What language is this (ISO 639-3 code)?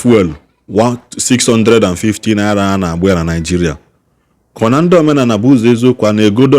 ibo